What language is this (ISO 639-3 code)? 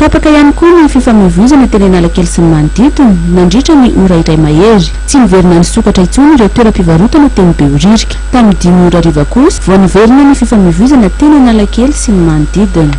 mlg